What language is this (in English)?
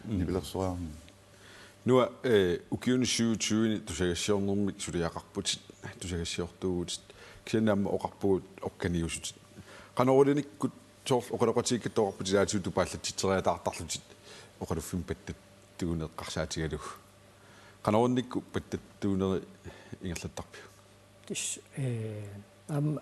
Kalaallisut